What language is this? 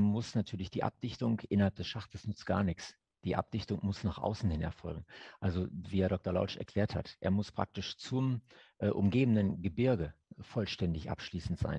German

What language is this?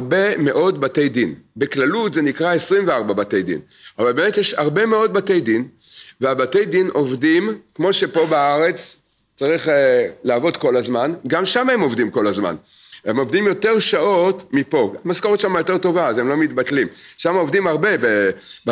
Hebrew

